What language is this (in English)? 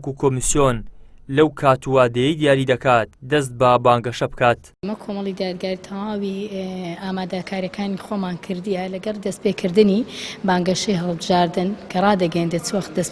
Central Kurdish